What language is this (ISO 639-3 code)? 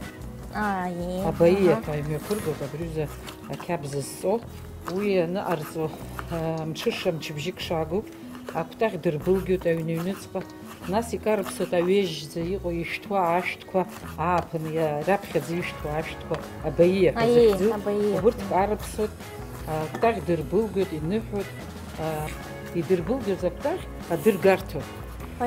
abk